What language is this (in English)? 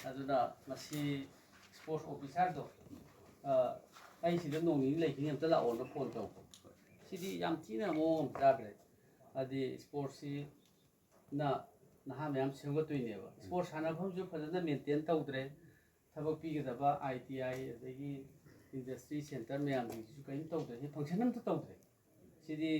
Manipuri